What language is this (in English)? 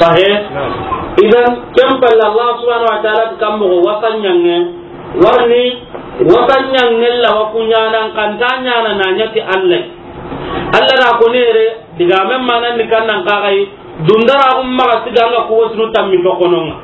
Soninke